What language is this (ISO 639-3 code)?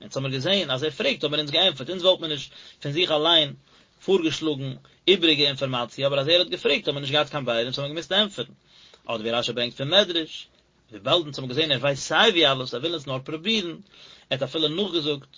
yid